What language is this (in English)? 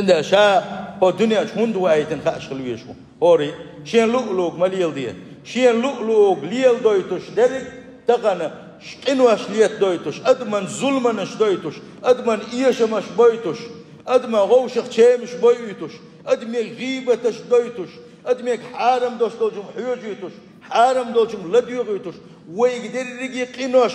Chechen